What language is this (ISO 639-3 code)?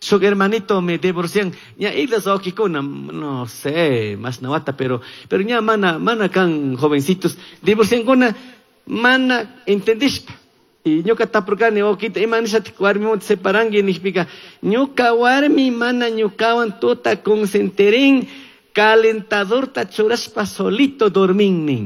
qug